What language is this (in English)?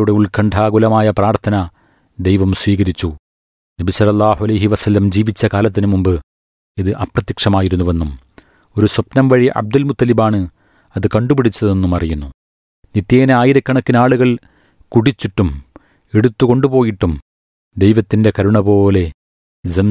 Malayalam